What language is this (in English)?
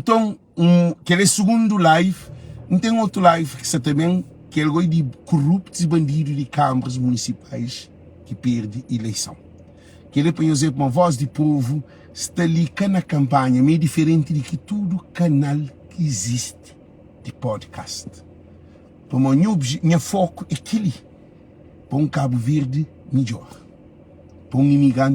Kabuverdianu